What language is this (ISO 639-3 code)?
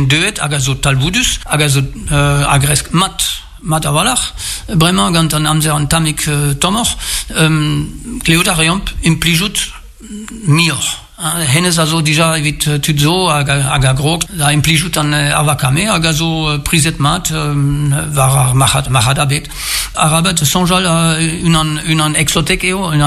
bre